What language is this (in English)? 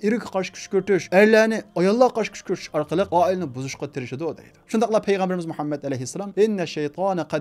Uyghur